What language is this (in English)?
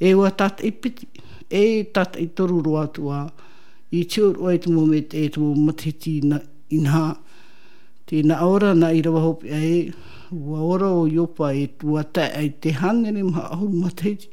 Tahitian